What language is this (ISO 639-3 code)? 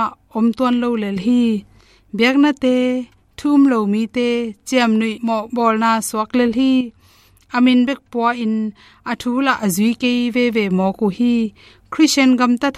ctd